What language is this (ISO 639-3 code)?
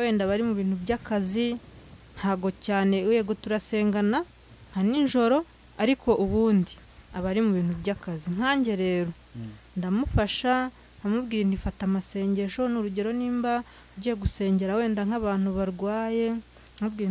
kin